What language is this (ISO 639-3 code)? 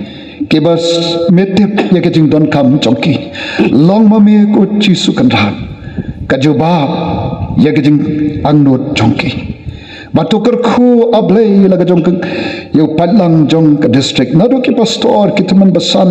kha